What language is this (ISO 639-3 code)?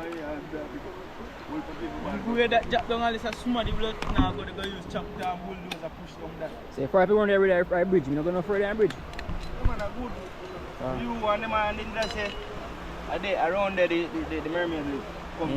jam